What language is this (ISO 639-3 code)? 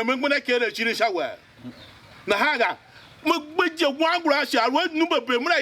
tiv